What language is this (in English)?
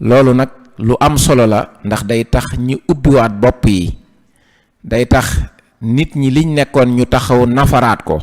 Wolof